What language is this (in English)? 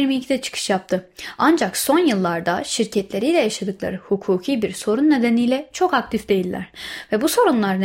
Turkish